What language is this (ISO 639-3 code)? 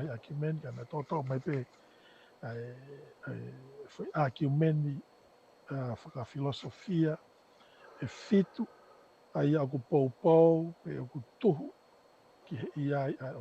ton